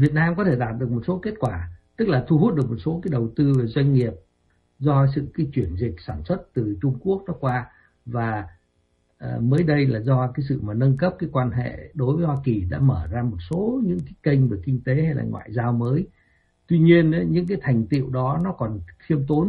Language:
Vietnamese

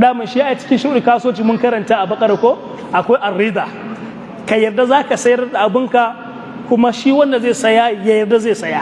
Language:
Hausa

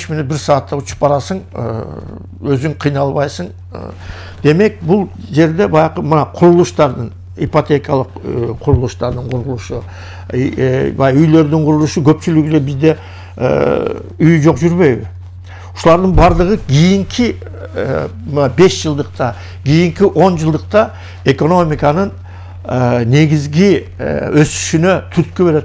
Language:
Kyrgyz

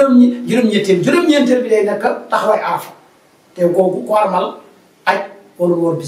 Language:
Wolof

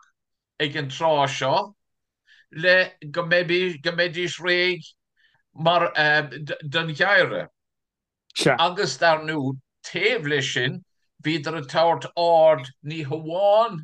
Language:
Irish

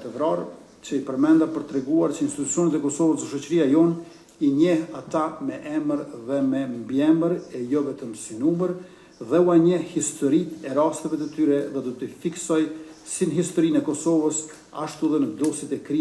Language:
Albanian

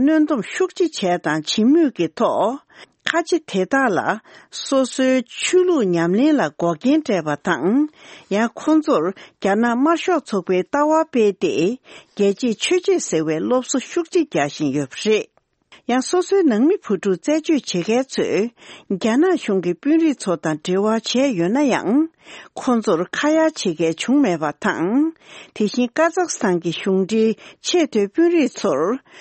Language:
Tibetan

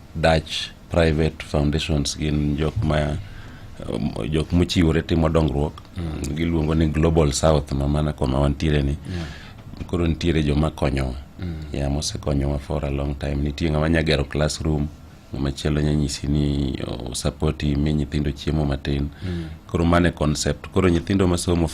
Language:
Luo (Kenya and Tanzania)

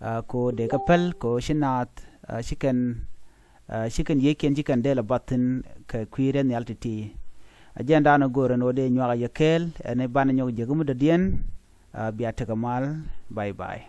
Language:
Nuer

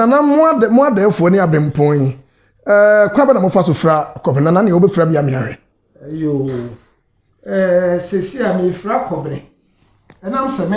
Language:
Akan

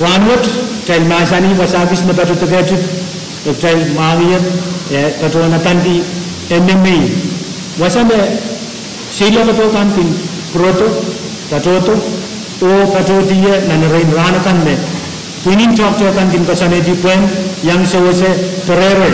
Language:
Pohnpeian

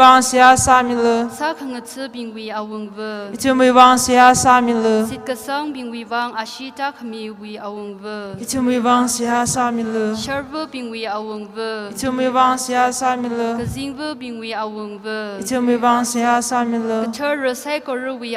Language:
Tangkhul Naga (India)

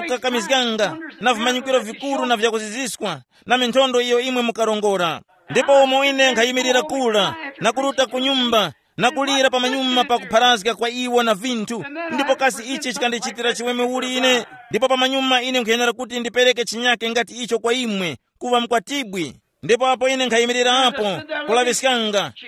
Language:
Tumbuka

